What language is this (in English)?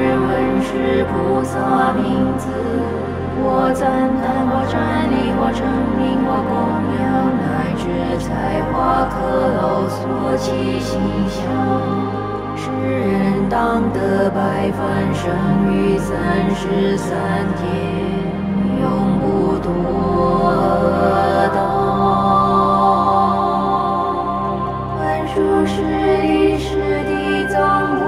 Chinese